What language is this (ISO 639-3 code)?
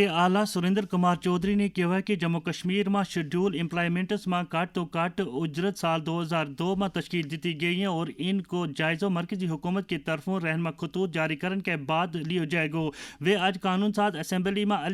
gju